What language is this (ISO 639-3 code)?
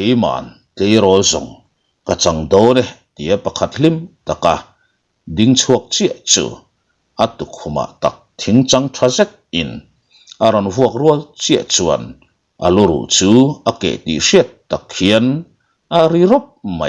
lus